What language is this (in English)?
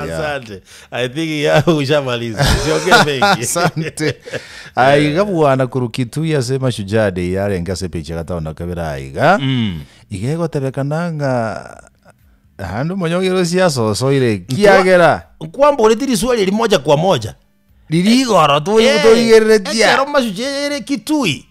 Gusii